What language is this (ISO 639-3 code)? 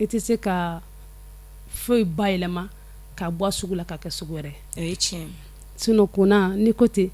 bam